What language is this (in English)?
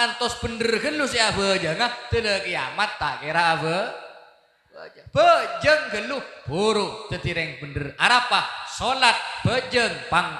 Madurese